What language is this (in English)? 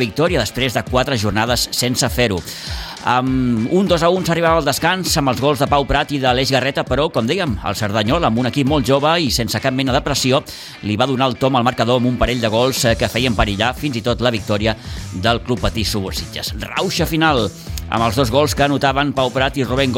Catalan